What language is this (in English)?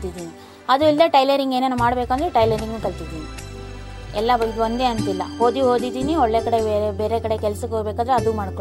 Kannada